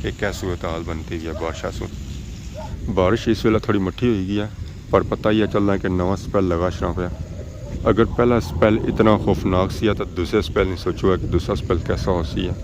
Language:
Pahari-Potwari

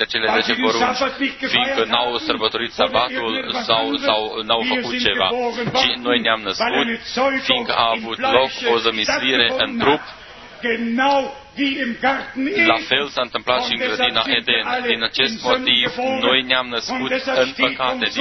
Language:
Romanian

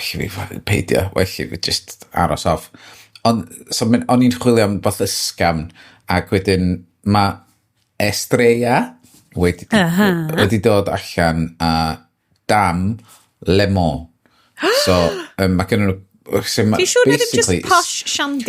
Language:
Welsh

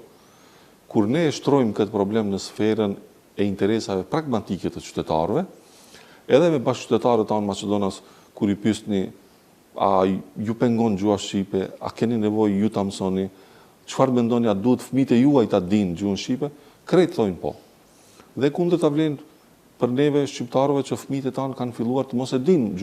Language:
Albanian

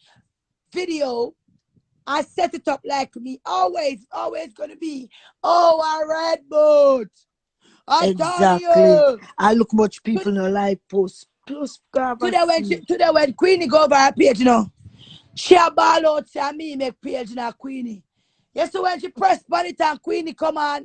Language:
Jamaican Creole English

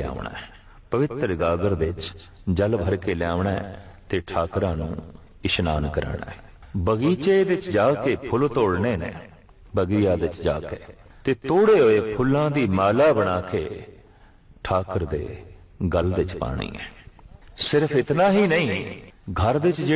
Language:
Punjabi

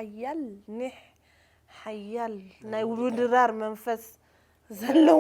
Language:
Tigrinya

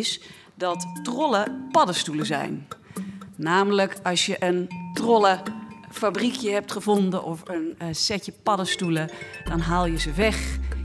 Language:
Dutch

